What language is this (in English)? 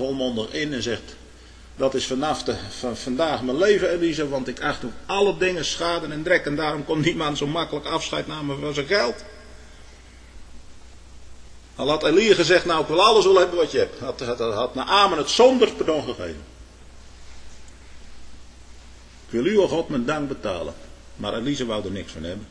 Dutch